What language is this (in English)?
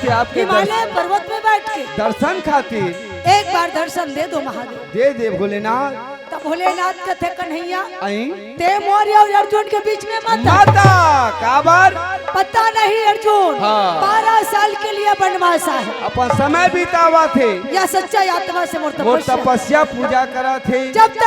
Chhattisgarhi